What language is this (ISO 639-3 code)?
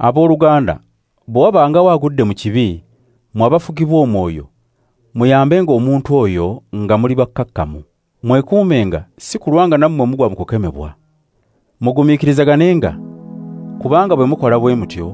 lug